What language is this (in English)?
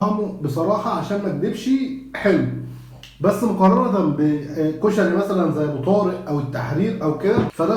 Egyptian Arabic